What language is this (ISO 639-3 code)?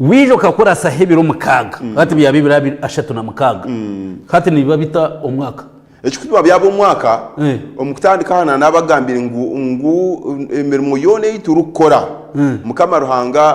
nyn